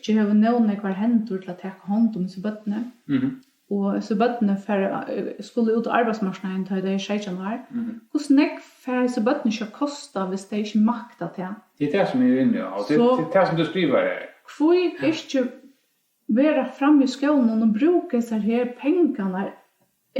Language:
Faroese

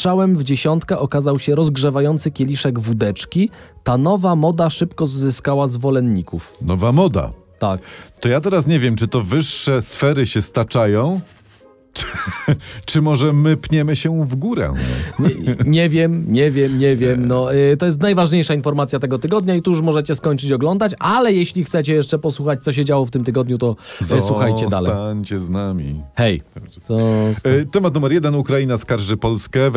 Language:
Polish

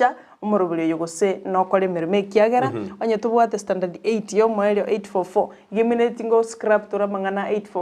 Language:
Gusii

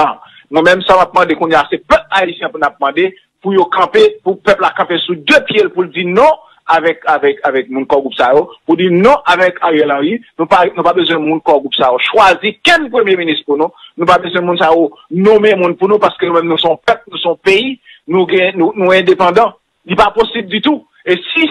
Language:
Haitian Creole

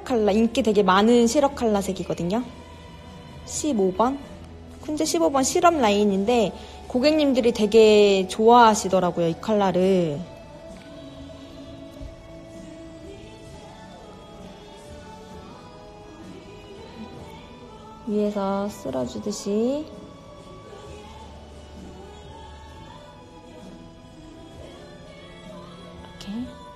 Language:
Korean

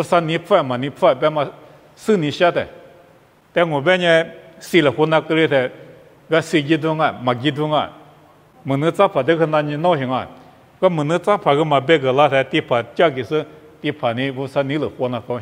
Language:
Lisu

